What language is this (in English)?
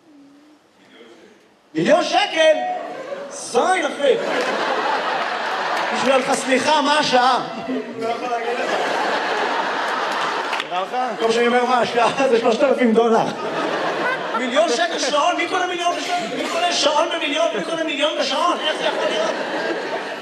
Hebrew